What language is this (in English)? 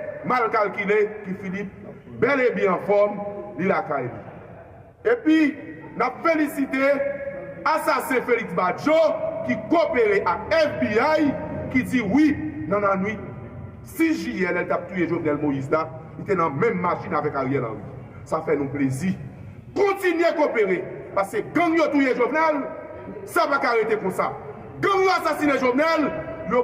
Haitian Creole